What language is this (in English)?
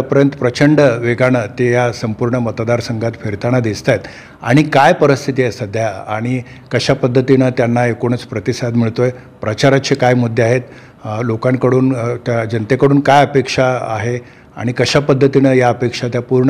Marathi